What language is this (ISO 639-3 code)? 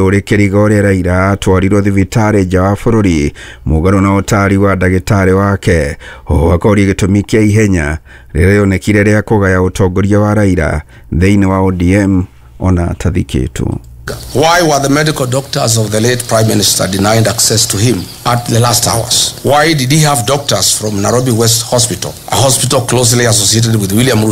kik